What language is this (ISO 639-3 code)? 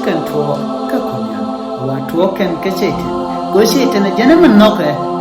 nus